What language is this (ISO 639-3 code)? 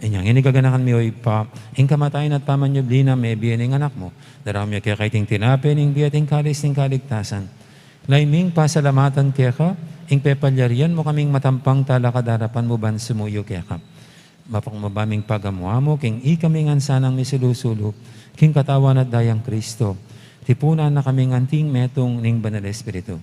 pam